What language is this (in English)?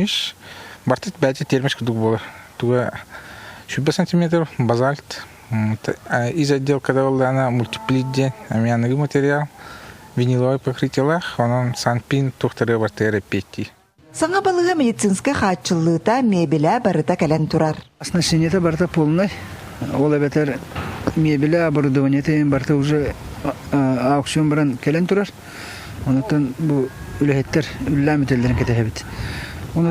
Yakut